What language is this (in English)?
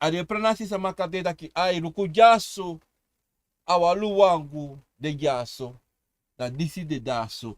Sranan Tongo